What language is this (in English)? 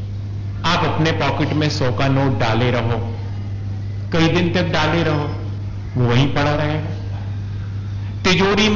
Hindi